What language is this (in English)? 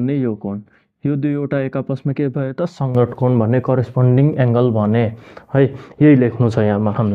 Nepali